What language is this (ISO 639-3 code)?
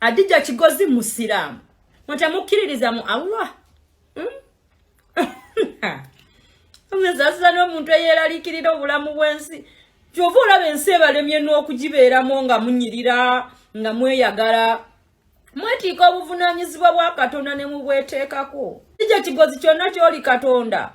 lug